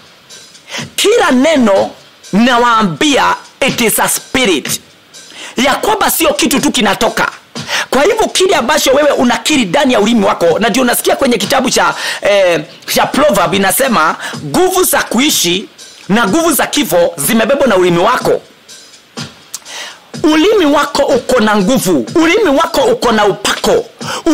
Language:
Swahili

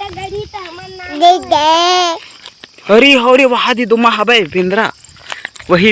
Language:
Chhattisgarhi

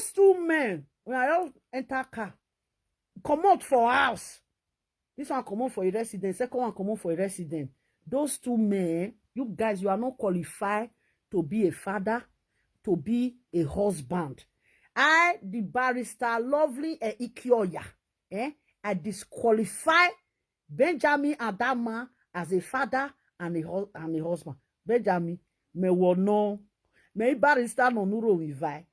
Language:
Nigerian Pidgin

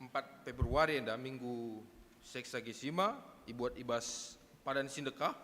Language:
Batak Karo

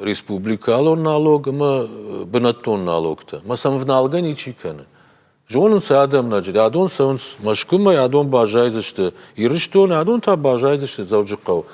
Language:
Ossetic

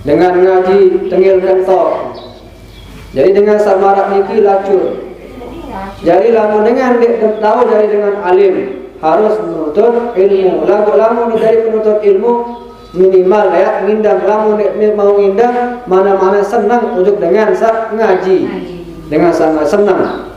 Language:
Sasak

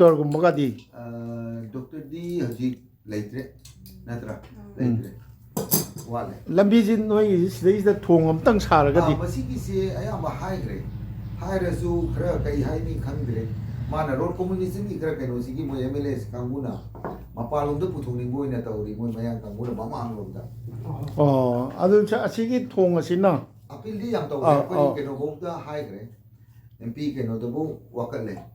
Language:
Manipuri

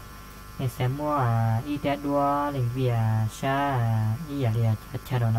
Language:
Hmong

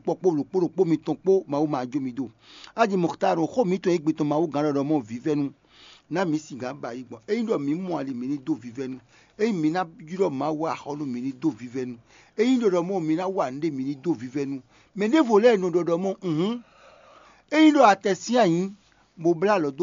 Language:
Fon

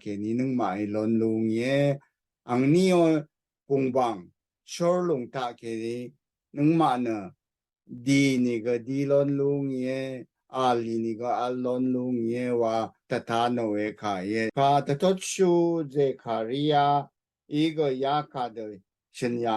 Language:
Rawang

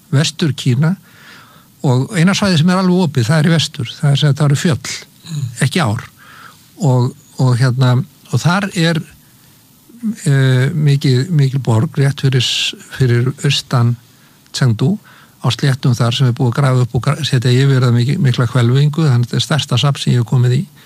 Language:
Icelandic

